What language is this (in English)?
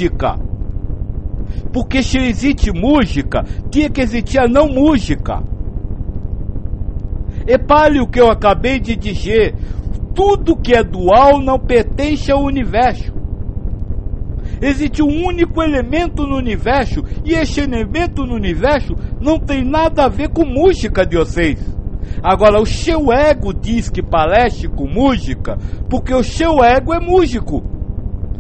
Portuguese